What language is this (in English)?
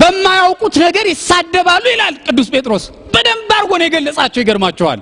Amharic